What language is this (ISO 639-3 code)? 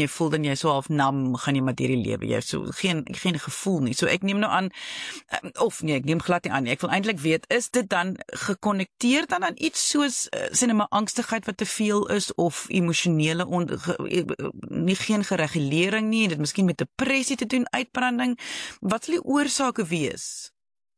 afr